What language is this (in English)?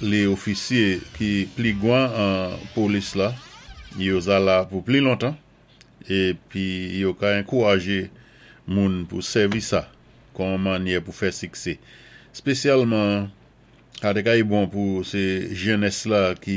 Saint Lucian Creole French